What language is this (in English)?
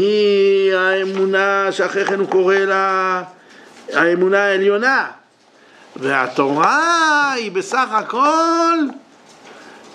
Hebrew